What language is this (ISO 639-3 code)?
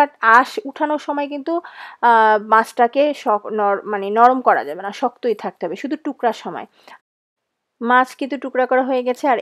ben